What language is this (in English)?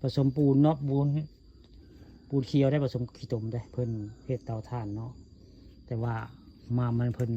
Northeastern Thai